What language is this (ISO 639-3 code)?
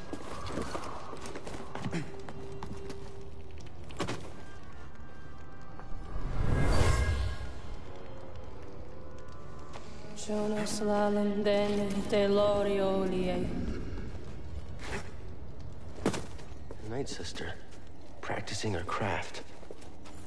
eng